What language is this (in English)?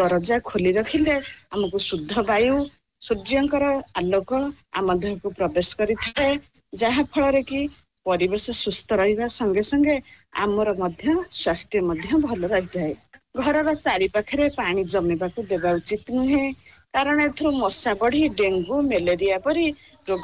Odia